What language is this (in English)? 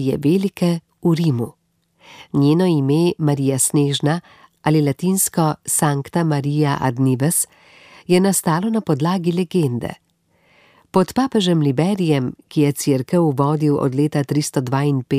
Slovenian